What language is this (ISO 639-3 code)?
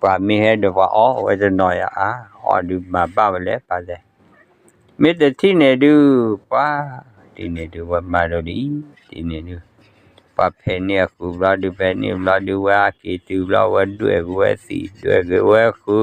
ksw